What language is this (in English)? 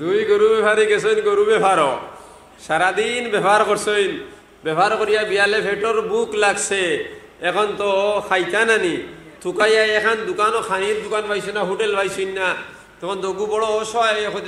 Sylheti